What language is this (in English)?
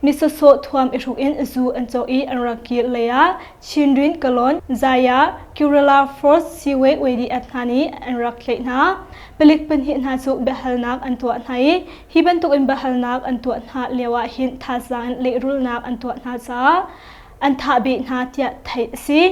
Hakha Chin